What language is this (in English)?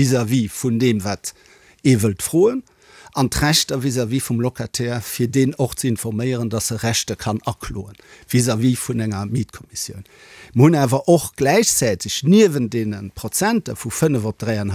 Luxembourgish